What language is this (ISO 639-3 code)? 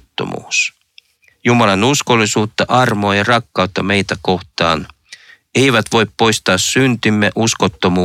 fin